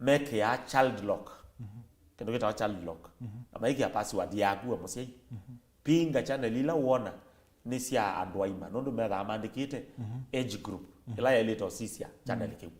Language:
Kamba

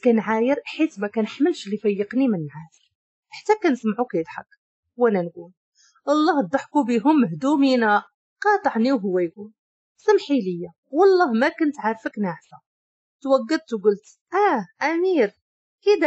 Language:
Moroccan Arabic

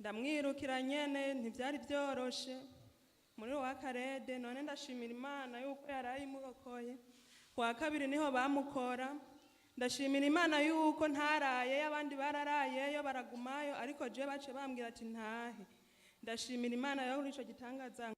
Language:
Rundi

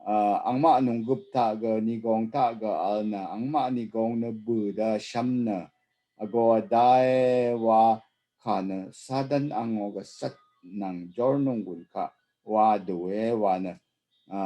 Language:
Rawang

